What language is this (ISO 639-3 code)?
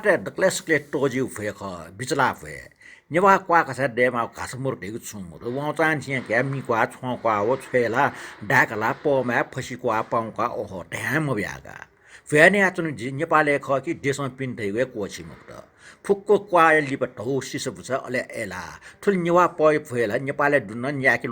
new